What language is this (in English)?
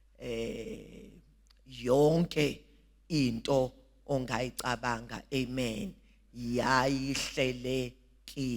Zulu